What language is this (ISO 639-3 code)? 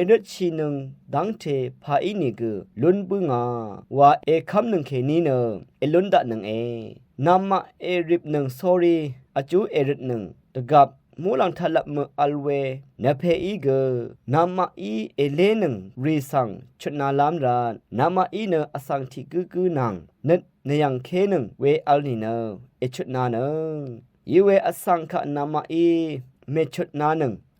raw